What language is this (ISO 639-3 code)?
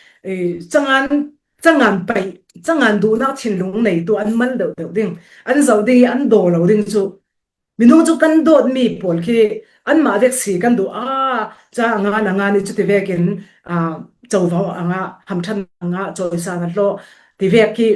cfm